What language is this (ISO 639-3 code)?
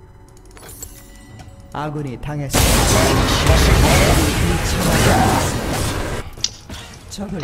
kor